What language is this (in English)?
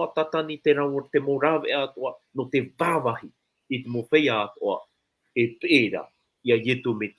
Tahitian